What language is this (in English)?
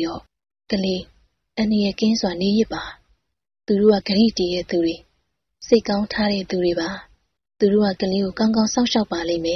Burmese